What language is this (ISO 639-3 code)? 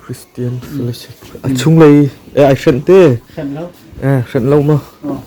cnh